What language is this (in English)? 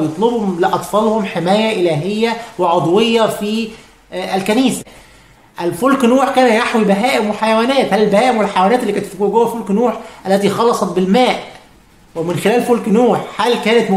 Egyptian Arabic